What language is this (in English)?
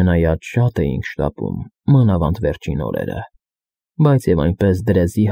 Armenian